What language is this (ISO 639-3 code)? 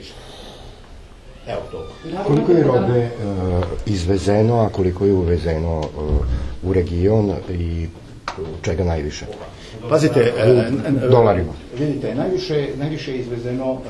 srp